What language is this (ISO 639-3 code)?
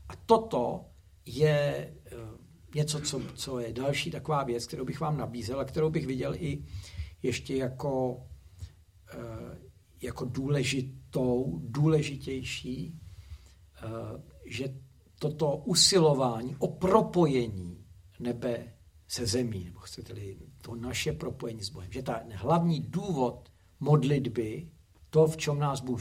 ces